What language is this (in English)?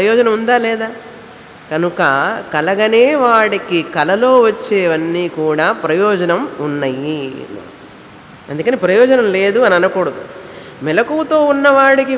Telugu